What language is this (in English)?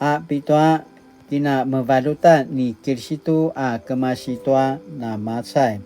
Paiwan